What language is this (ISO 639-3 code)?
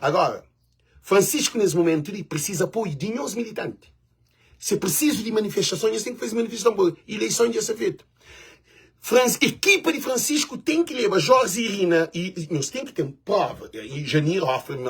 kea